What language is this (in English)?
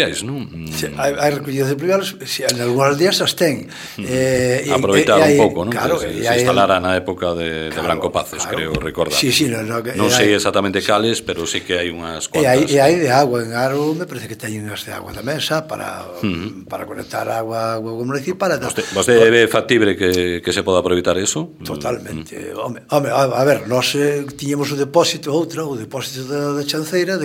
Galician